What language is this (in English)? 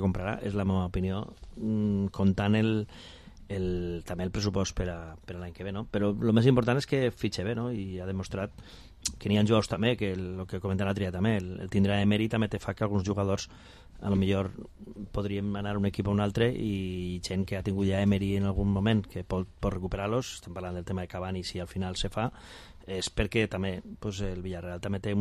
Catalan